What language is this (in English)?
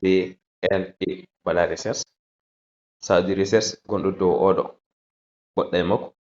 Fula